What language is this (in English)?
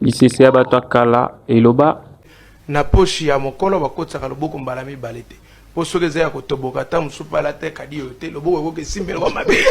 Lingala